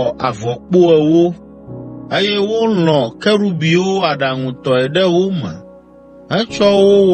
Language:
Ewe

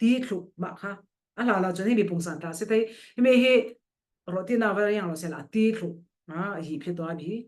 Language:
Falam Chin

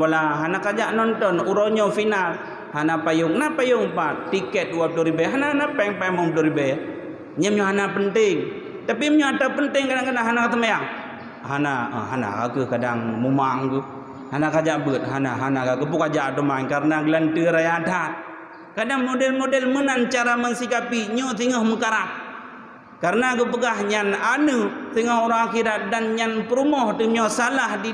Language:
Achinese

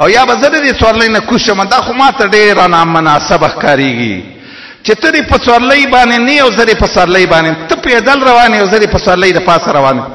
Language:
Pashto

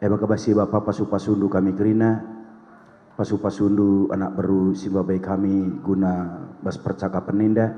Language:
Batak Karo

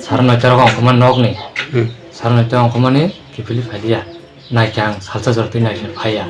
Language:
Kok Borok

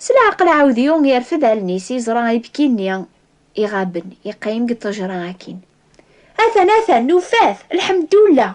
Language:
Kabyle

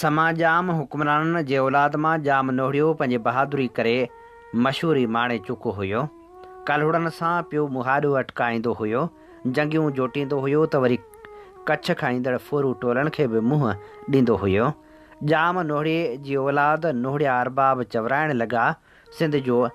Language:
Sindhi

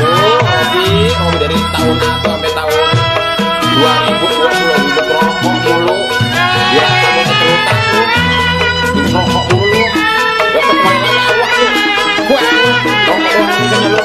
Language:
Betawi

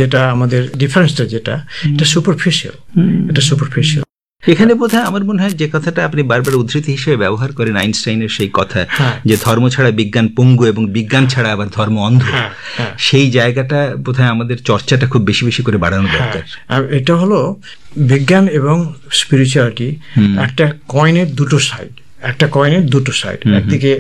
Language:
Bangla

